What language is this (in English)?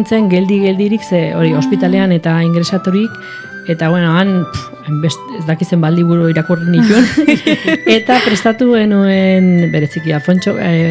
Basque